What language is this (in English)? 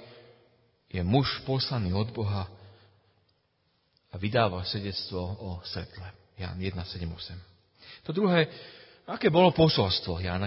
Slovak